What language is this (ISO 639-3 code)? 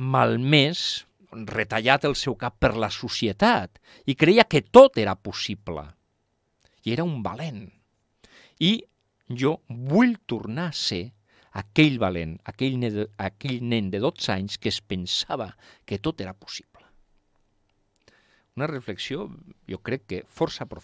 cat